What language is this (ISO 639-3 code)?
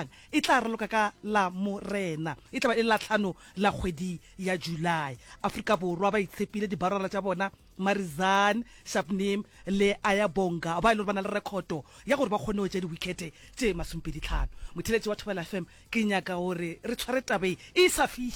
nso